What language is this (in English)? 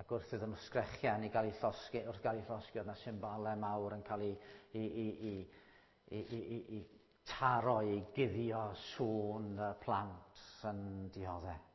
Welsh